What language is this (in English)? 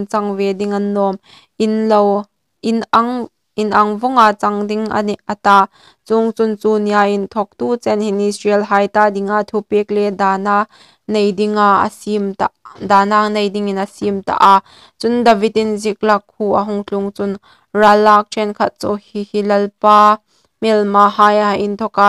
Hmar